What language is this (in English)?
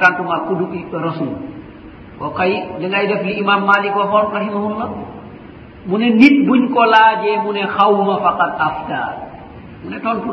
Wolof